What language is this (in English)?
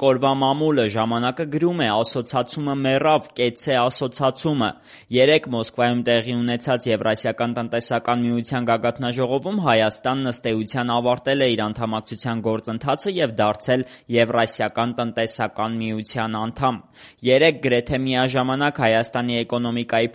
Armenian